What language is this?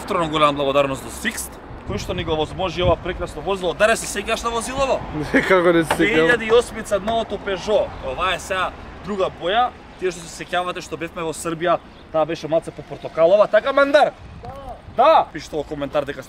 Macedonian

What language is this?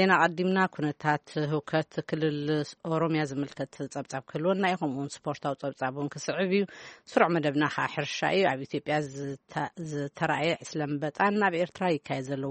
Tigrinya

